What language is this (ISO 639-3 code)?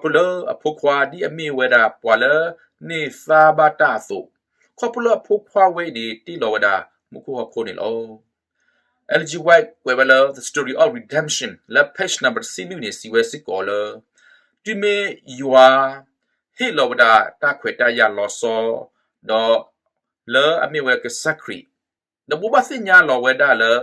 ksw